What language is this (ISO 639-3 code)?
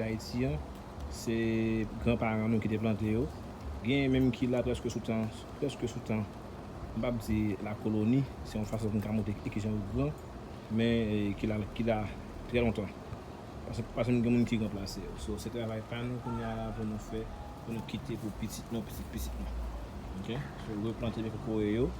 hat